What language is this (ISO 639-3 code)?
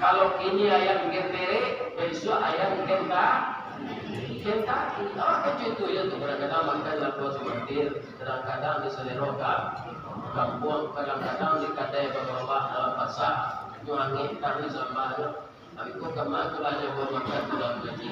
min